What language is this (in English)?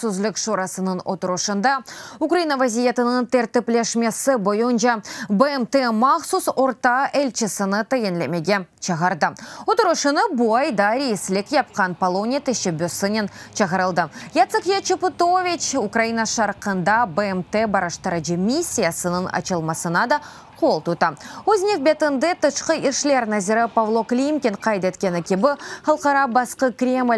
Crimean Tatar